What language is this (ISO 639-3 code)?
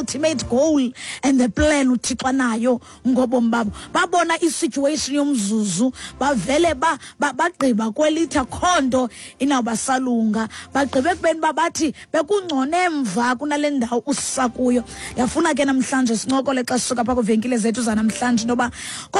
xho